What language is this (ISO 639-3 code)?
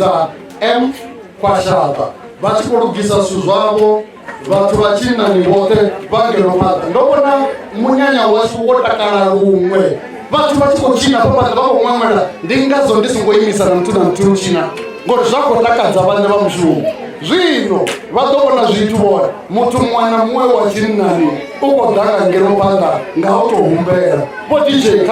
ven